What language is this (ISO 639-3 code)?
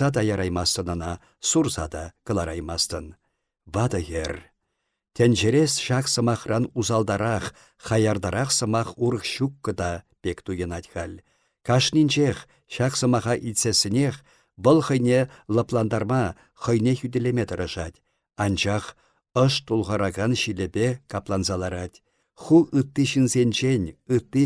chv